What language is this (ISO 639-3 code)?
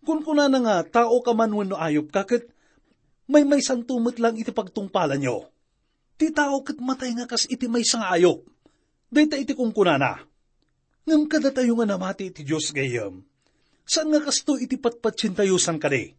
ilo